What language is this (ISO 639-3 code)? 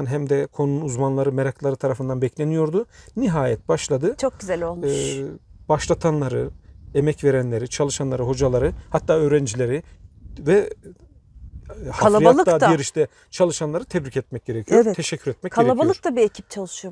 tur